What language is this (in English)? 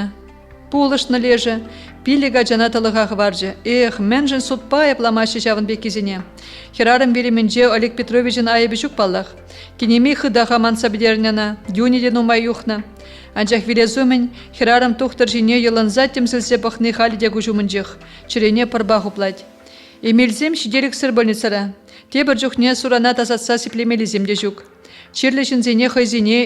Chuvash